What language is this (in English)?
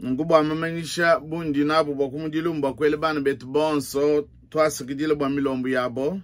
Luba-Lulua